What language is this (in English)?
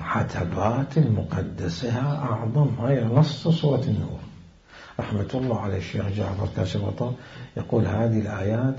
Mesopotamian Arabic